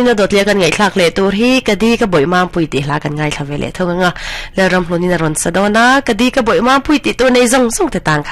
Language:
Mizo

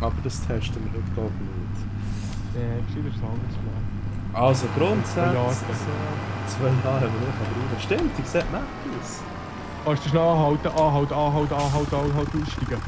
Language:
Swiss German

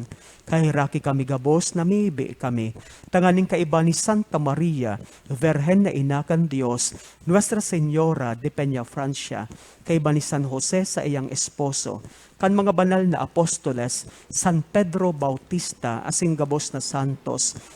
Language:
Bikol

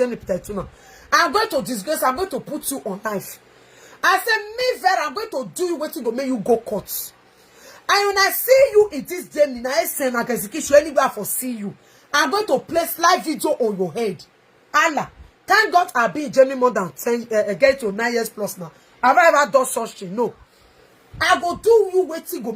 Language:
Nigerian Pidgin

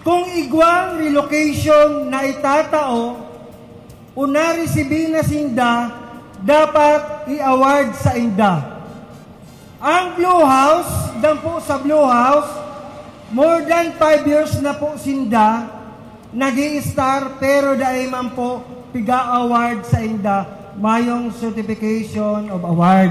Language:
Bikol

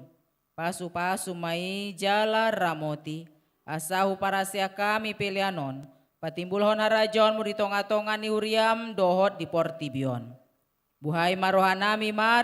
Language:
Batak Toba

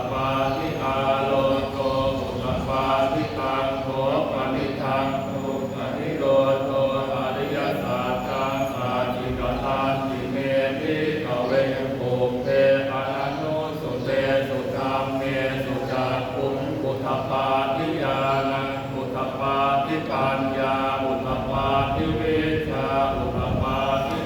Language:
Pali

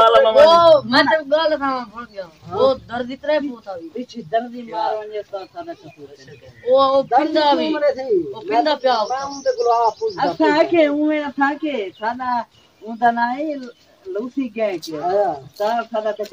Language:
Saraiki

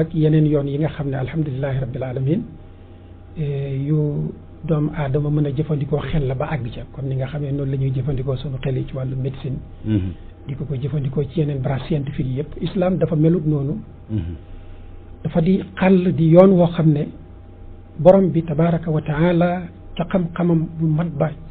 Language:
Wolof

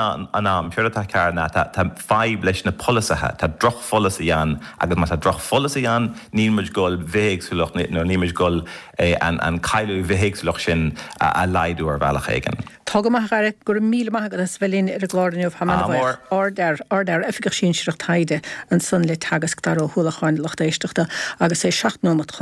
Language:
Irish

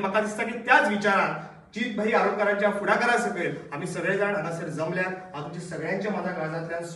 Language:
Konkani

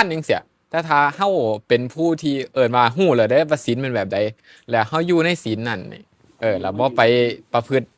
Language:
Northeastern Thai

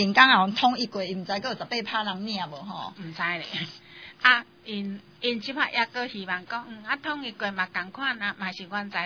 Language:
Min Nan Chinese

